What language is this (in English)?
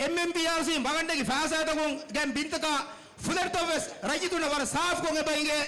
Divehi